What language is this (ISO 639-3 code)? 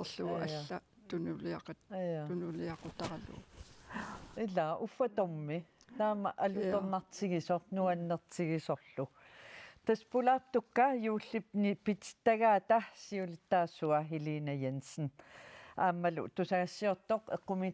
kal